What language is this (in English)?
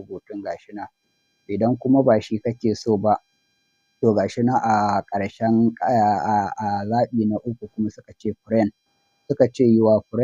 Hausa